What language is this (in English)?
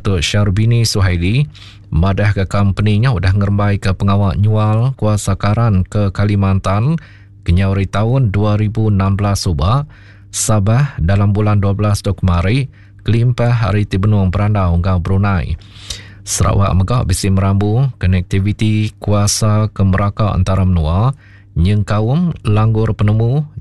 Iban